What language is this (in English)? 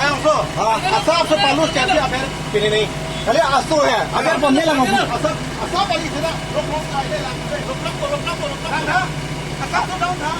Karbi